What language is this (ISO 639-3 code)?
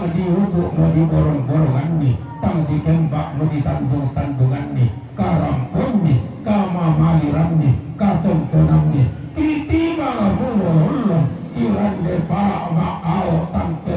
sda